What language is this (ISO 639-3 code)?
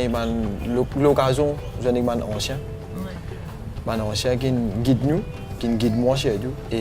mfe